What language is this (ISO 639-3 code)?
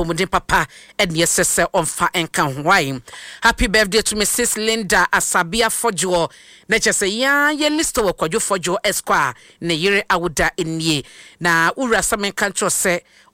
aka